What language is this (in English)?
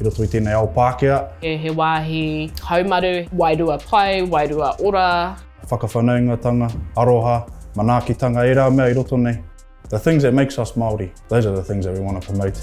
Māori